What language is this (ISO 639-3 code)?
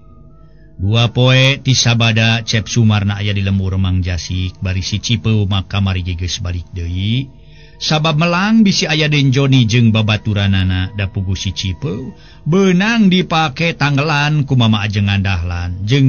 sun